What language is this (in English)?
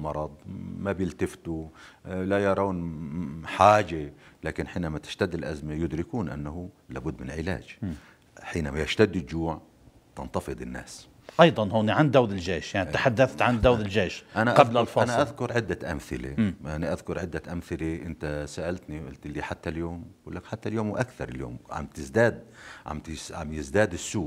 North Levantine Arabic